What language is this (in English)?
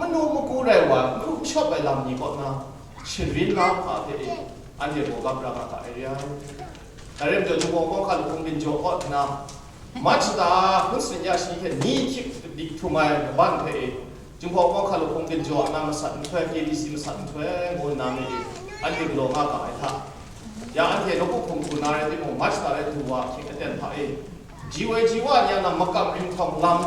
Kachin